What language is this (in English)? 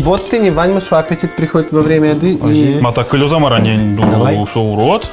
Udmurt